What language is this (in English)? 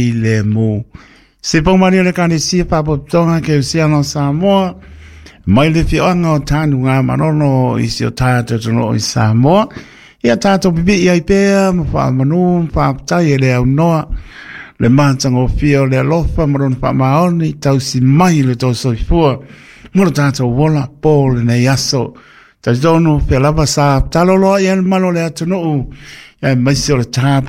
Samoan